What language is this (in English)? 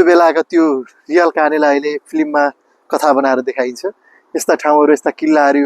Nepali